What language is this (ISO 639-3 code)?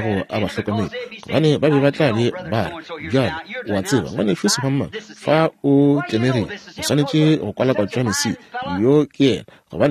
nso